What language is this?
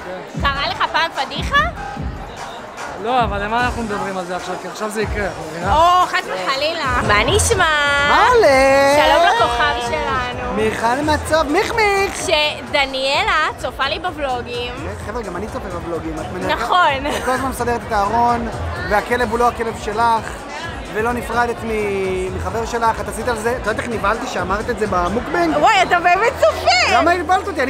Hebrew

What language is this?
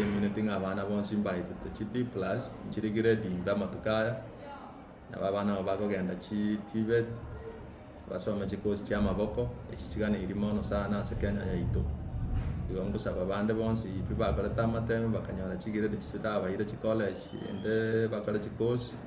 Gusii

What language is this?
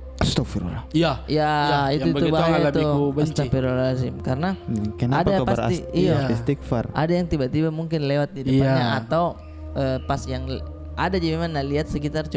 Makassar Malay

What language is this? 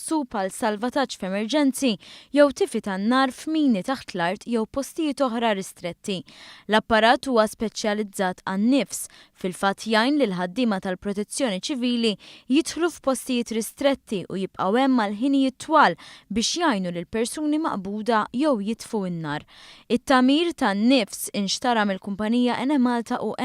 Maltese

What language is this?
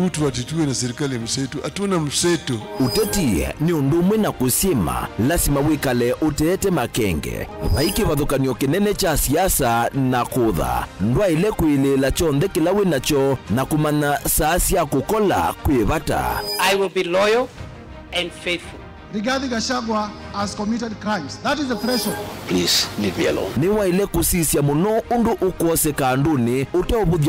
Kamba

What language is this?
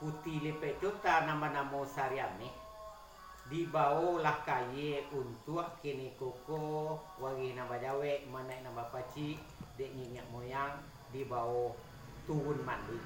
Minangkabau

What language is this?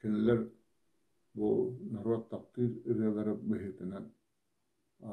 Yakut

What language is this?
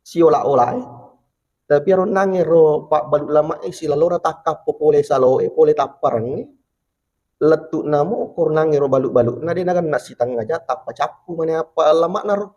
Buginese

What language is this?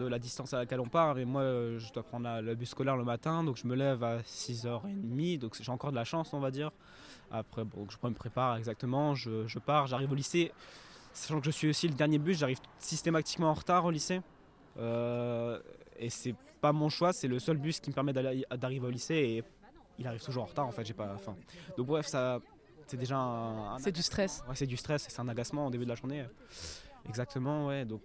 French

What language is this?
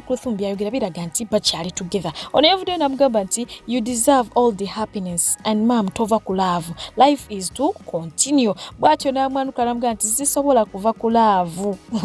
Ganda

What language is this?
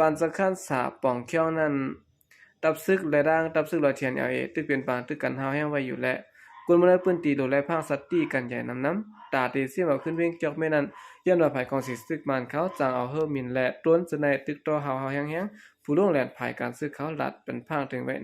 Shan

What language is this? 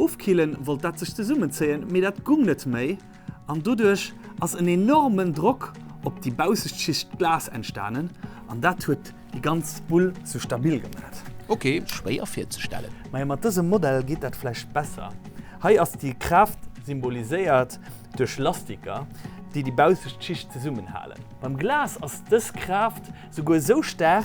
Luxembourgish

